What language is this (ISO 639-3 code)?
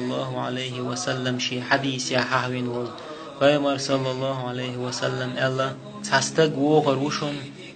che